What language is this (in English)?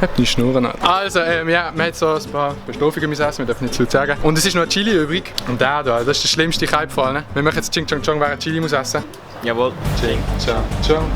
Swiss German